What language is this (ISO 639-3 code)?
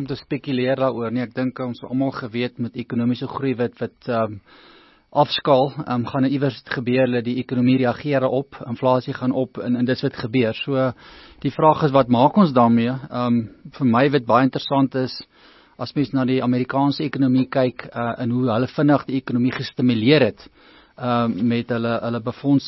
afr